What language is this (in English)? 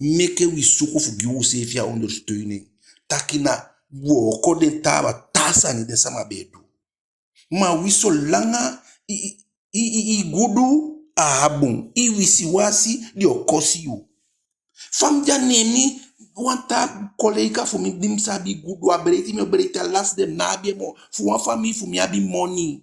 Eastern Maroon Creole